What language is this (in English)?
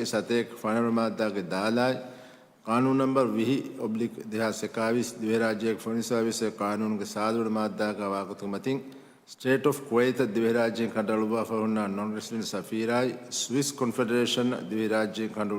Divehi